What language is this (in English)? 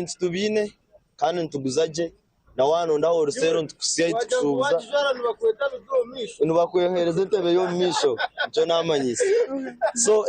Nyankole